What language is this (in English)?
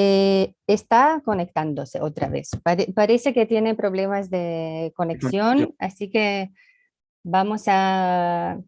Ladino